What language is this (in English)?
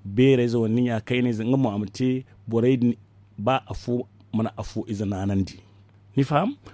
Zarma